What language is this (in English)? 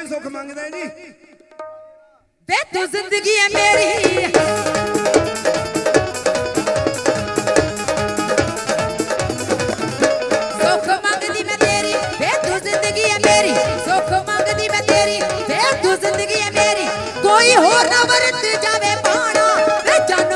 Punjabi